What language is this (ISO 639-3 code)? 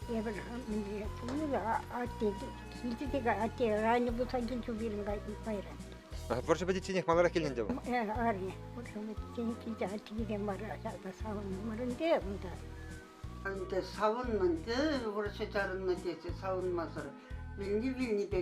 chv